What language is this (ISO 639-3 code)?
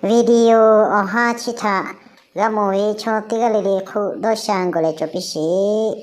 lhu